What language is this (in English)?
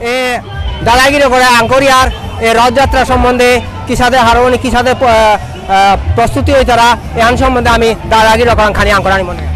Bishnupriya